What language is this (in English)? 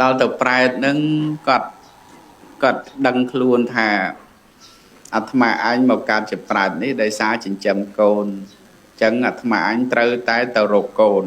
Khmer